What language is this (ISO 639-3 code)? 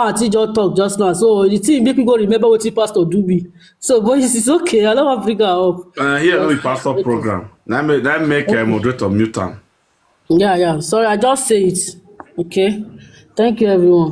pcm